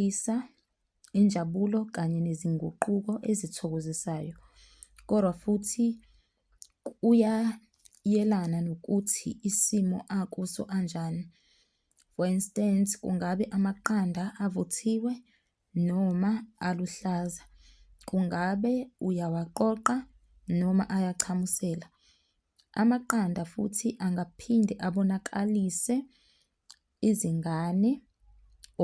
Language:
Zulu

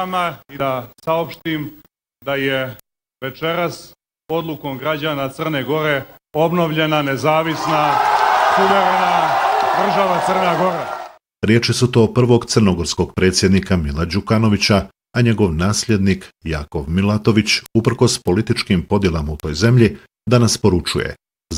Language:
Bosnian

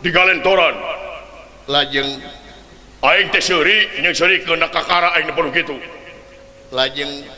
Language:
Sundanese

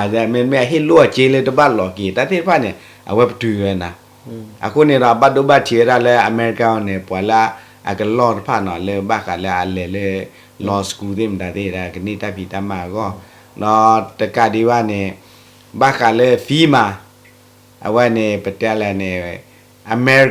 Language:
S'gaw Karen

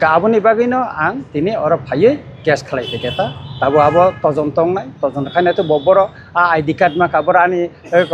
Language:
Kok Borok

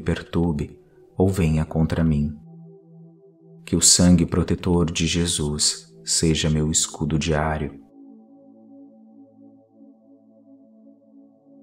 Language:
Portuguese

